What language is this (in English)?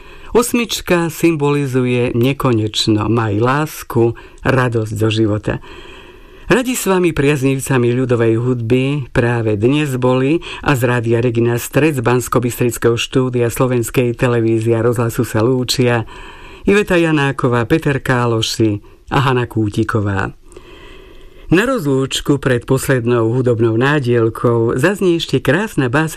Slovak